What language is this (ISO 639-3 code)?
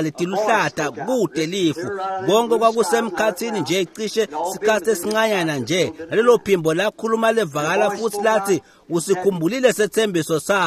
ssw